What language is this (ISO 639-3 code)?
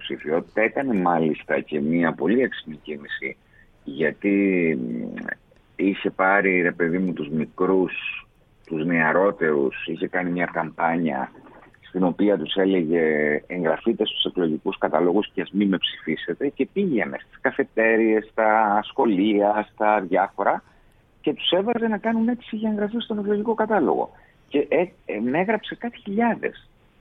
ell